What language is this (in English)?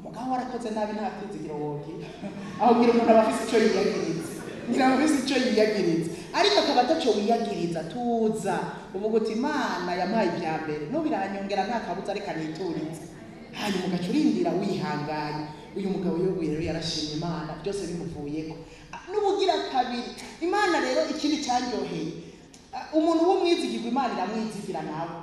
Rundi